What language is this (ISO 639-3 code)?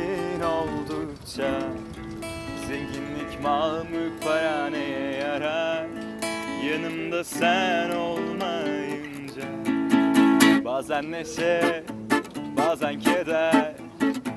tur